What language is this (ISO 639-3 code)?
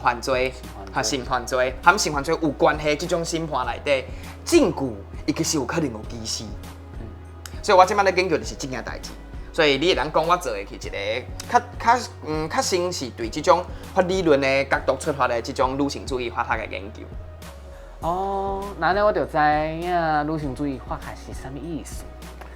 nan